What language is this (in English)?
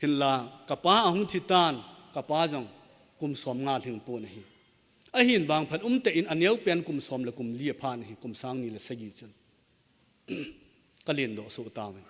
Thado Chin